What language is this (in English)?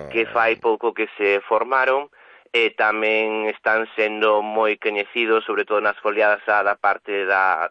Galician